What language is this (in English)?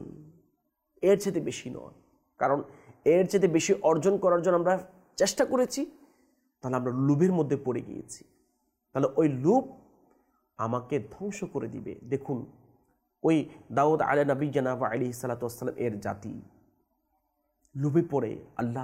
Bangla